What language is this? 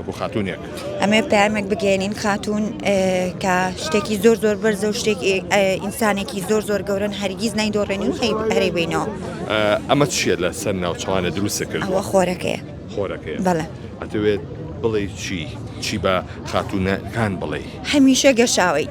Central Kurdish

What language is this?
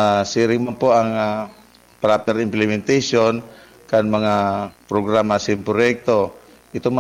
Bikol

